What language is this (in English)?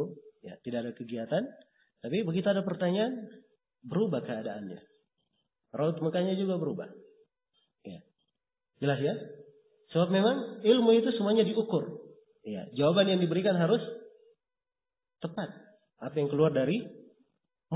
Indonesian